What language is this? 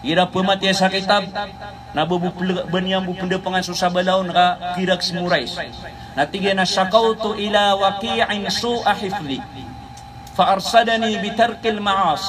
Maranao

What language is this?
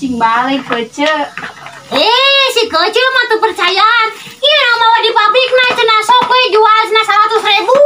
Sundanese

